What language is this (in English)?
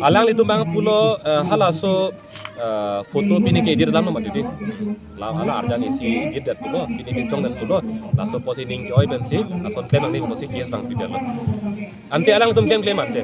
Karbi